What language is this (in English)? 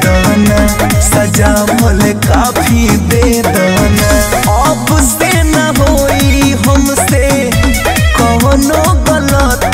Bhojpuri